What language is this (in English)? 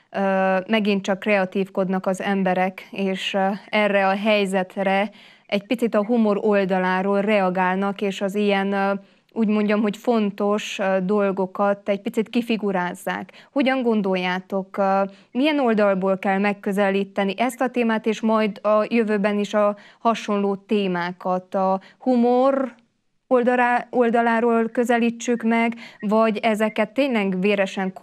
Hungarian